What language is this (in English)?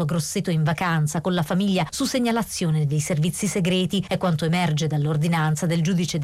Italian